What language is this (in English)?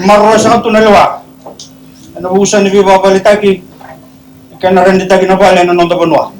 Fijian